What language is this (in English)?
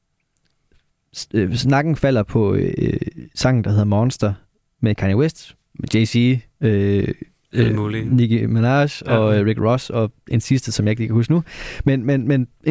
Danish